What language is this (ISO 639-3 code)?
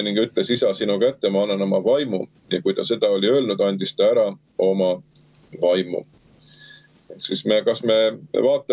est